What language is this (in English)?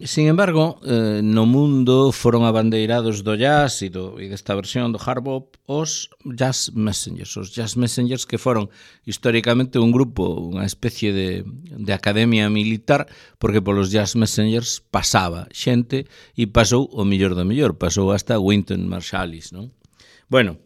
Galician